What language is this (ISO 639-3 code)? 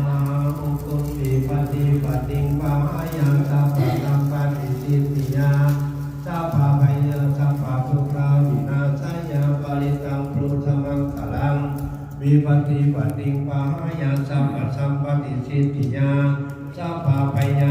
pli